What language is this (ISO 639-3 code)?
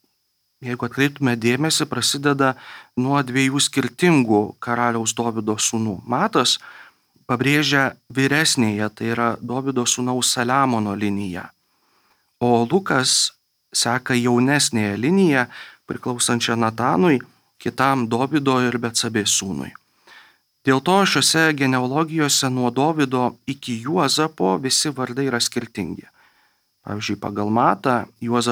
lit